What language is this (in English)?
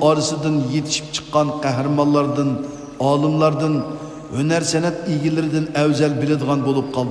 Uyghur